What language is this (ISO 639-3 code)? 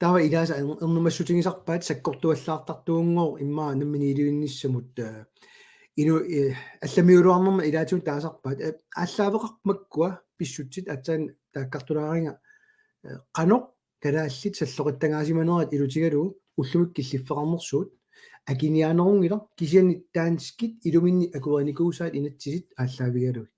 kal